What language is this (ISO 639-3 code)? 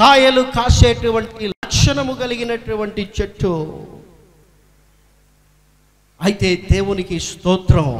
tel